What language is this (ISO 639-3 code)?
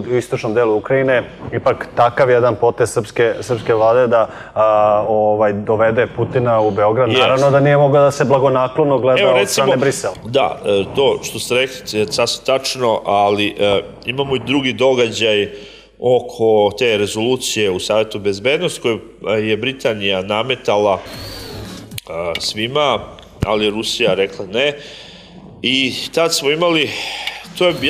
srp